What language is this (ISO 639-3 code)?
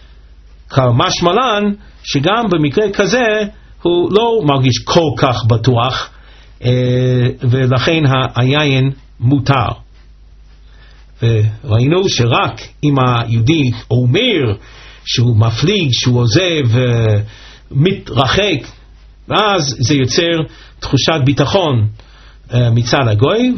heb